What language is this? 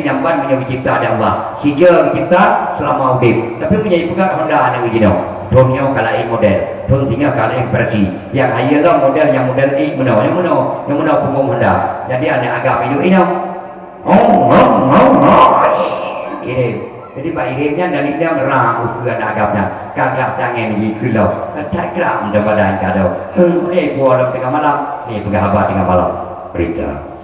Achinese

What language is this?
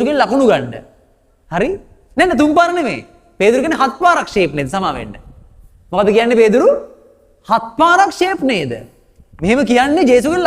Sinhala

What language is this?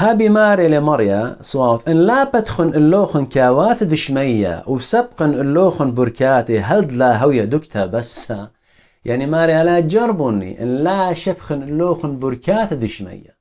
Assyrian Neo-Aramaic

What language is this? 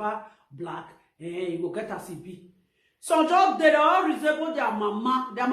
Nigerian Pidgin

